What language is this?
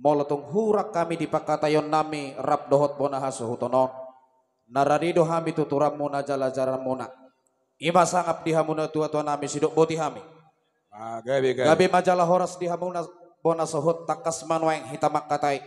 Batak Toba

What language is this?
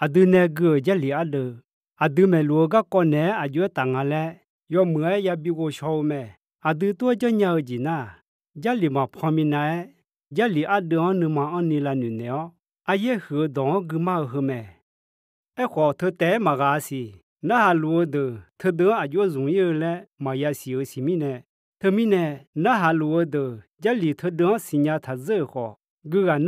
Akha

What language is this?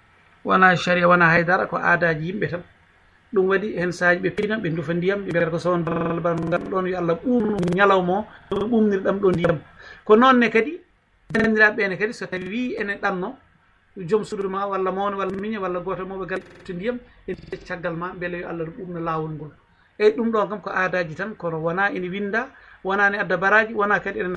Fula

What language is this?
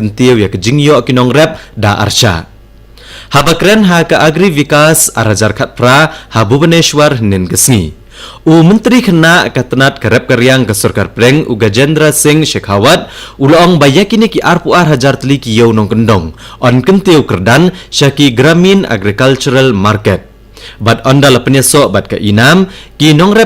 Khasi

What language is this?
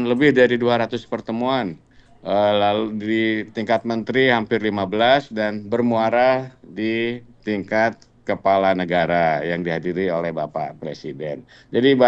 Indonesian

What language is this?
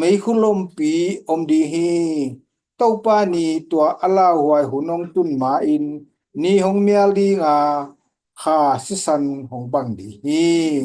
Tedim Chin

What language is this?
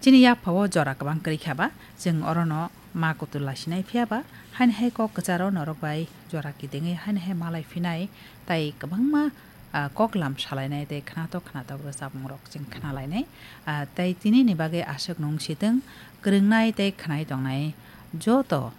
Kok Borok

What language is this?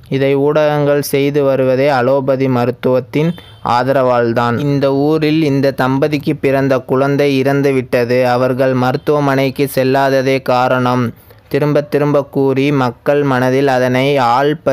Tamil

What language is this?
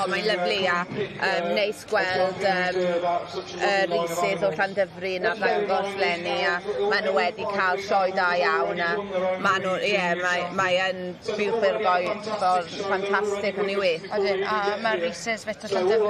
Welsh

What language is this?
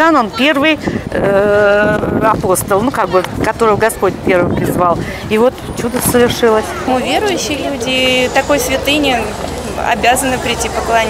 Russian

